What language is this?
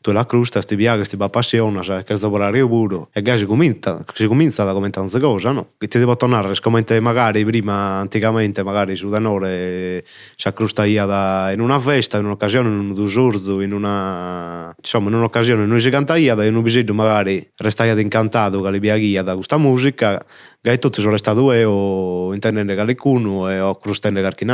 Sardinian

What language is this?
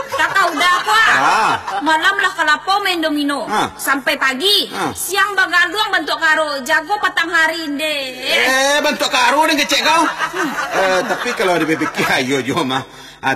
Minangkabau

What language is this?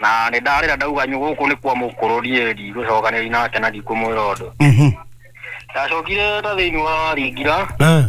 Kikuyu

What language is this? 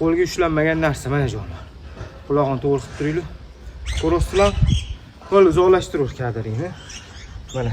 Uzbek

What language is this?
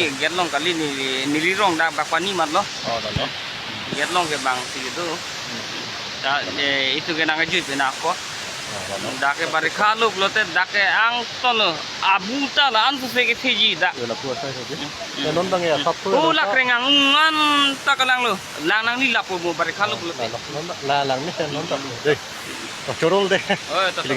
Karbi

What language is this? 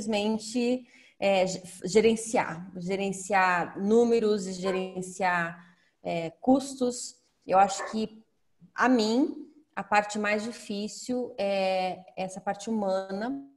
Portuguese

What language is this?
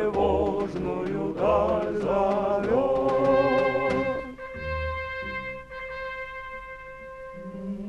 Russian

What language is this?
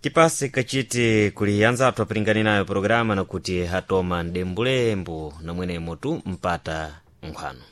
Sena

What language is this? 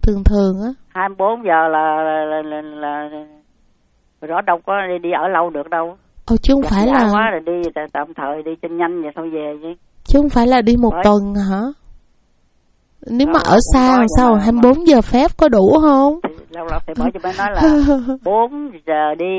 Vietnamese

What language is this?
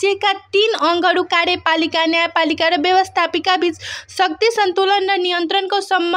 Nepali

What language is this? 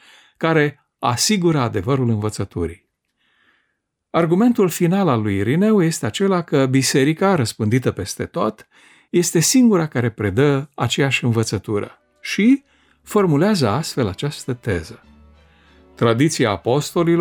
Romanian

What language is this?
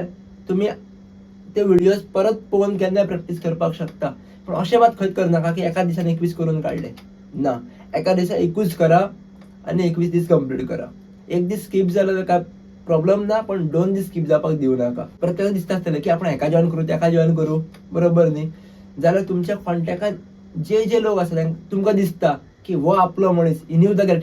Konkani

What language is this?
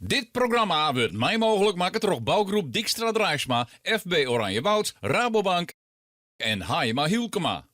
Western Frisian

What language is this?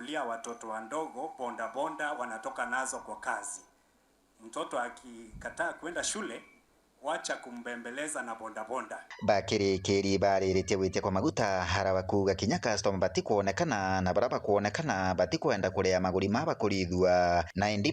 Meru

